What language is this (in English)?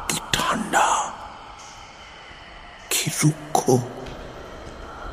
Bangla